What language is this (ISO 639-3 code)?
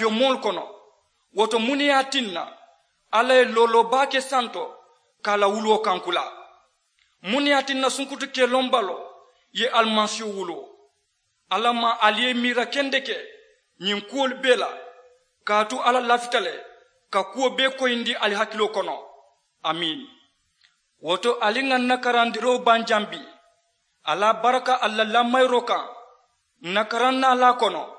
man